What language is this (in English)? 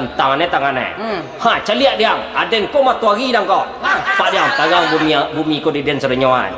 Minangkabau